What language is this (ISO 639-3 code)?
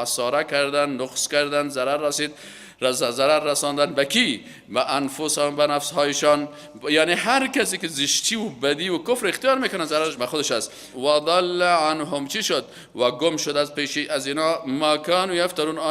fas